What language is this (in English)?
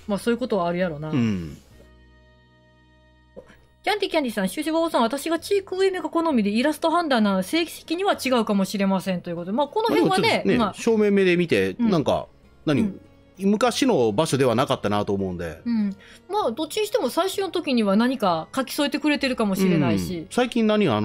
Japanese